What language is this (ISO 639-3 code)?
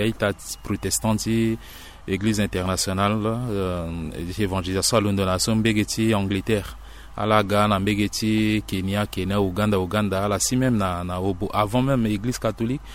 sag